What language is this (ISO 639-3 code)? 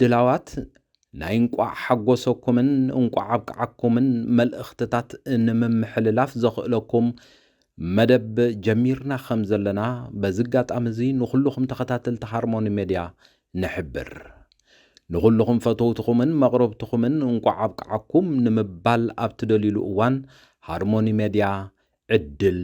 tir